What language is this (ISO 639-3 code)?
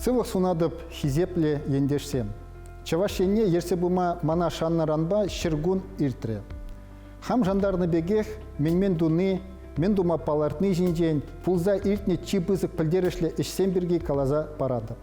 chv